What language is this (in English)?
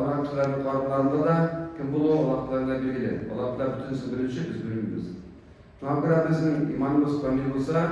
Tatar